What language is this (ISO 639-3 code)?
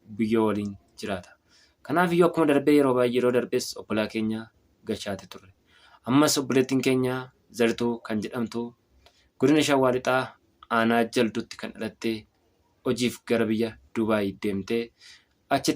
orm